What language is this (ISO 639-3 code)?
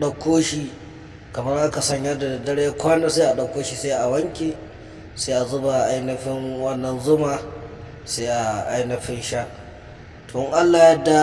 hau